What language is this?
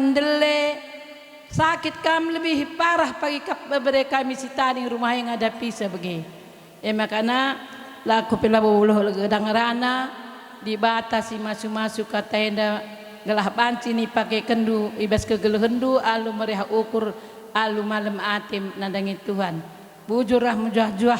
Batak Karo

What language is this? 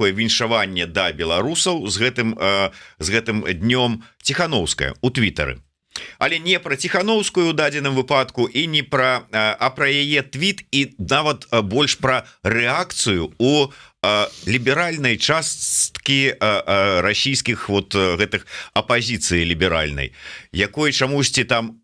Belarusian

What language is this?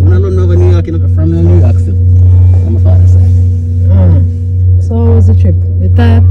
Jamaican Creole English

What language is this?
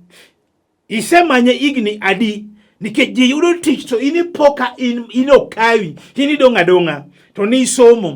Luo (Kenya and Tanzania)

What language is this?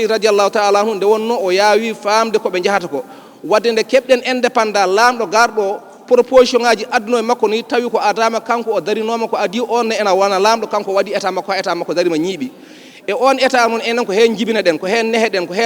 Fula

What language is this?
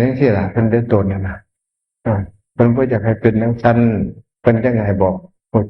Northeastern Thai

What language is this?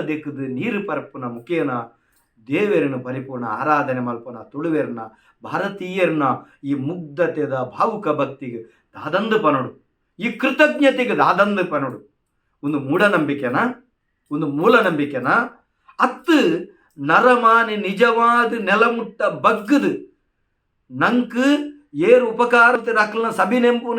Tulu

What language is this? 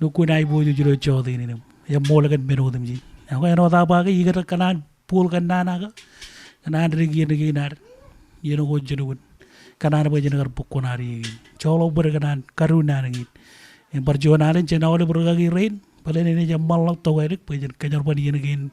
Marshallese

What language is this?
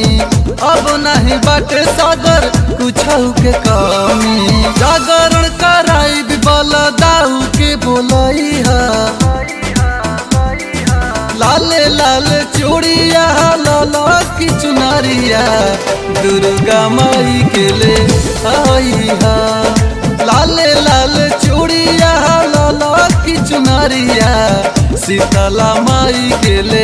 Bhojpuri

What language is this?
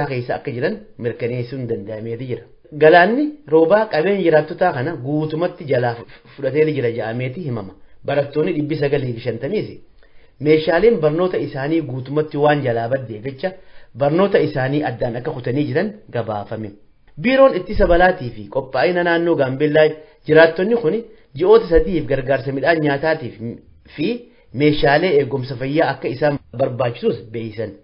Oromo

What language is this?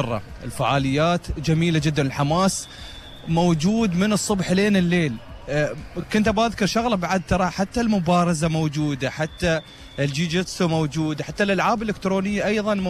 Gulf Arabic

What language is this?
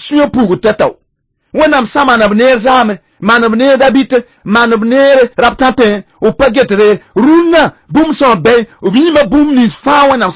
Mossi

